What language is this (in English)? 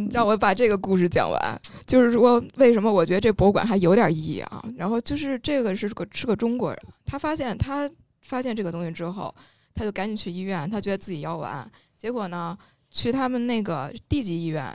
Chinese